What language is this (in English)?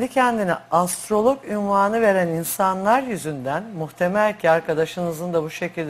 Turkish